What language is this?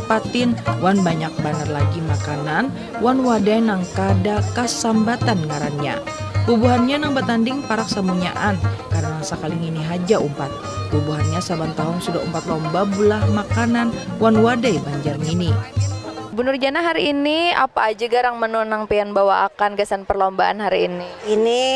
Banjar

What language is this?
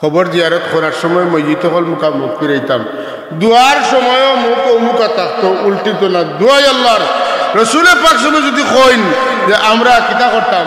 Sylheti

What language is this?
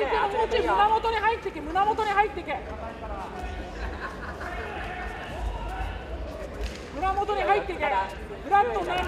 Japanese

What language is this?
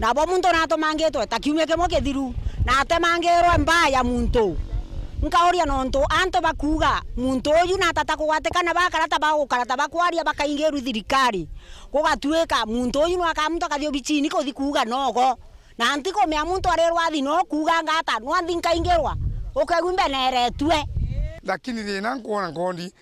Meru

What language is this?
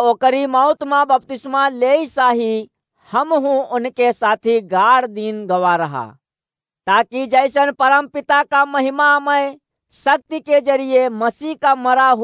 Awadhi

